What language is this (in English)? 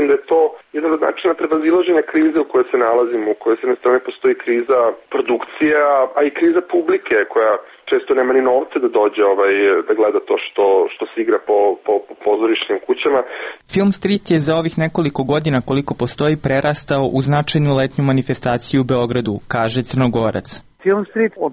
Serbian